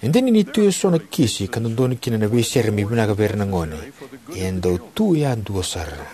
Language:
Fijian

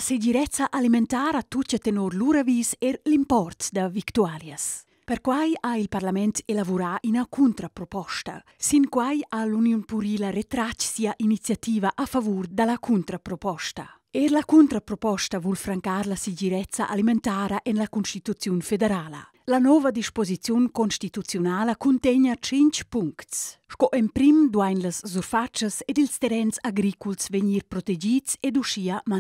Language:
Romansh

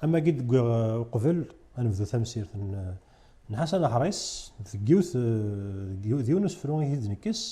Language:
Kabyle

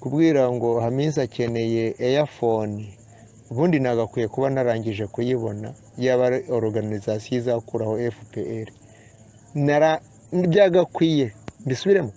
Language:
Kinyarwanda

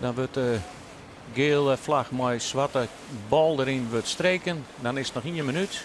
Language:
Western Frisian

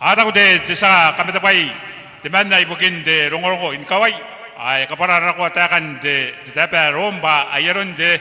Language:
Gilbertese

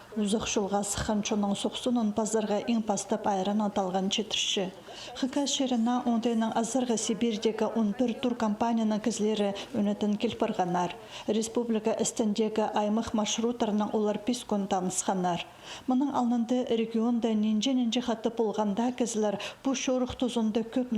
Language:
Khakas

